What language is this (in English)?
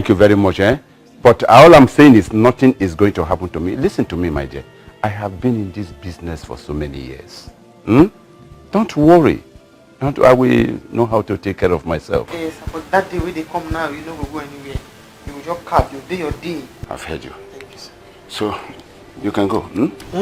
Nigerian Pidgin